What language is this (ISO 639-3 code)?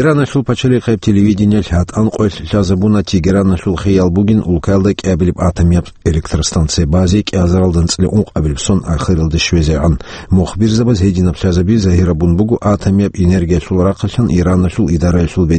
ava